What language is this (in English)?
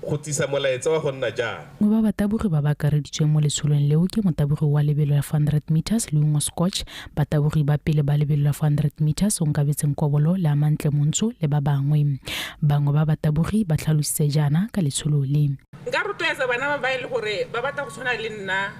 Tswana